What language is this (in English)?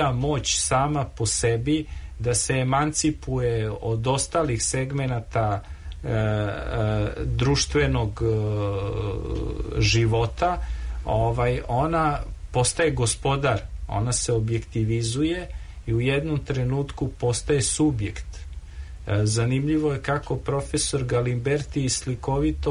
Serbian